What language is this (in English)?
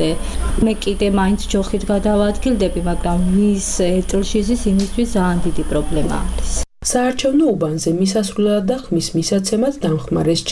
Georgian